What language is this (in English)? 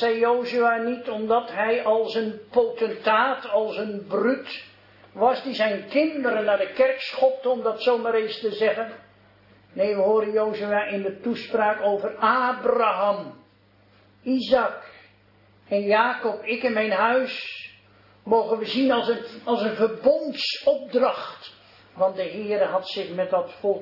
Dutch